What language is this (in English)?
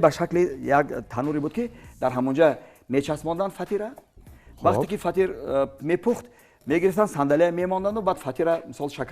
Tajik